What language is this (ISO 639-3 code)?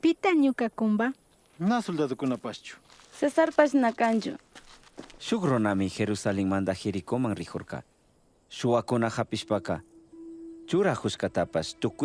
qug